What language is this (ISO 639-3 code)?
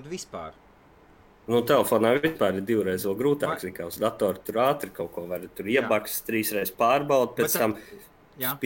lav